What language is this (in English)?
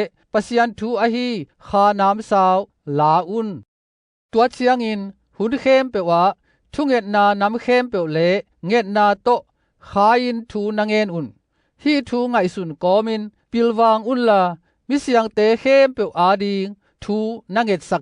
Tedim Chin